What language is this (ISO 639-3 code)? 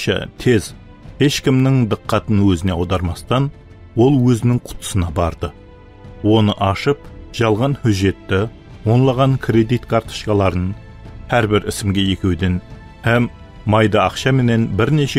kaa